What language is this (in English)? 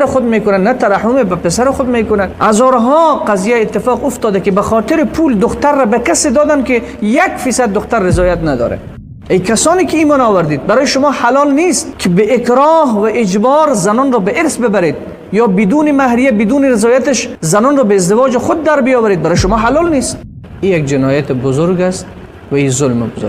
Persian